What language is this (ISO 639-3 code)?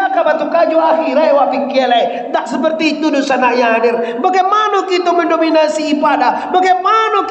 min